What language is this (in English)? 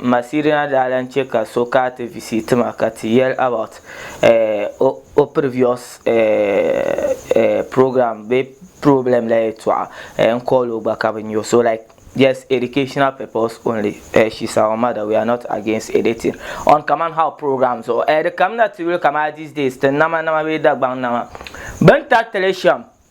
Dagbani